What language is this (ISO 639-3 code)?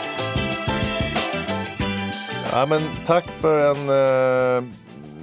swe